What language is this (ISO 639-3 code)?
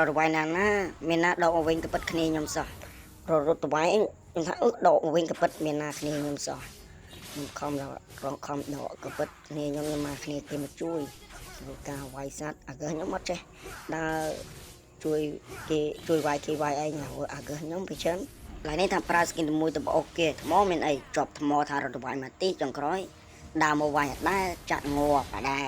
khm